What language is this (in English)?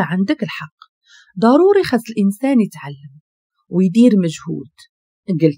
Moroccan Arabic